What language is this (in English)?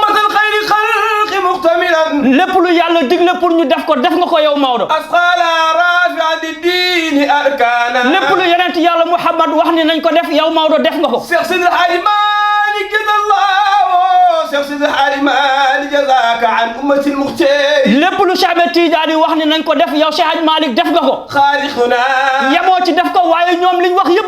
Wolof